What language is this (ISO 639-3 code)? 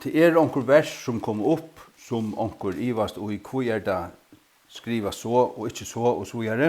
fao